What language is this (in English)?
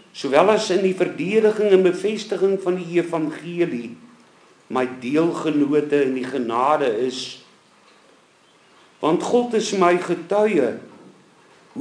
Afrikaans